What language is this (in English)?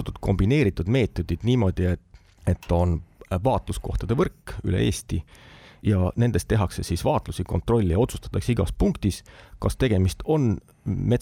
Estonian